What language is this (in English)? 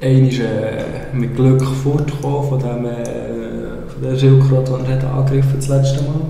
Swiss German